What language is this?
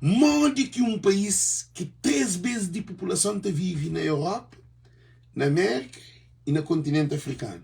Kabuverdianu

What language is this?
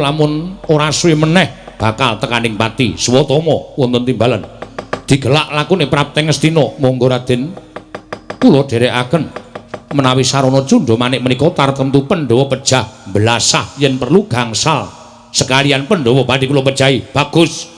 Javanese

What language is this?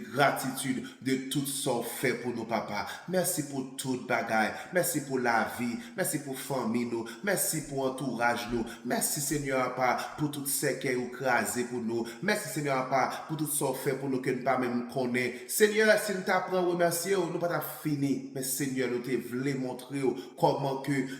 Haitian Creole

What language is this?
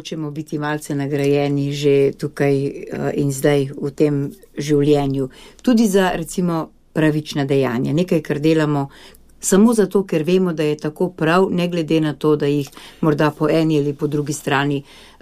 Slovenian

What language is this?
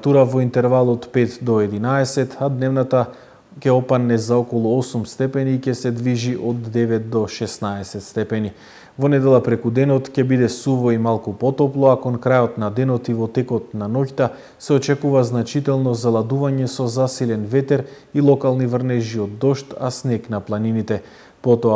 Macedonian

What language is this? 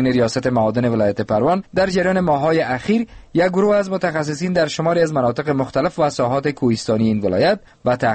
Persian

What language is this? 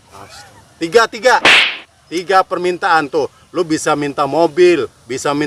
Betawi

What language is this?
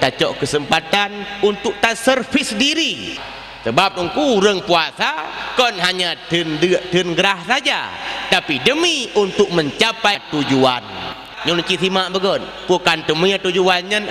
Achinese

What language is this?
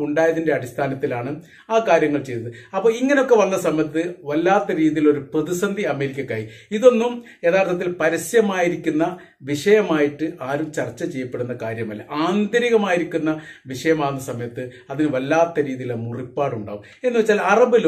Malayalam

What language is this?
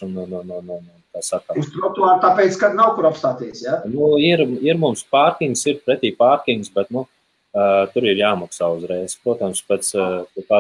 Latvian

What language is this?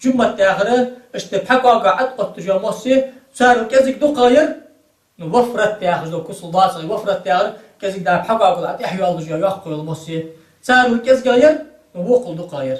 Ingush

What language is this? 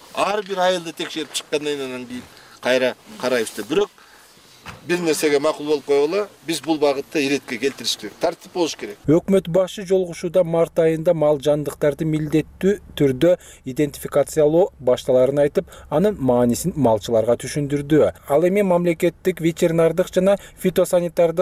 Kyrgyz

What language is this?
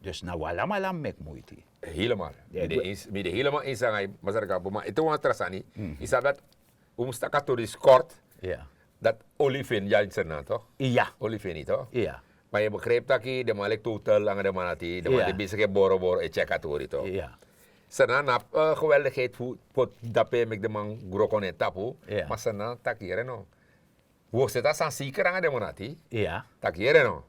Sranan Tongo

